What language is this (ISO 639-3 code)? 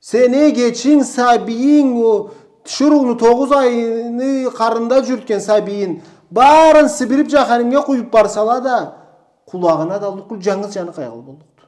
krc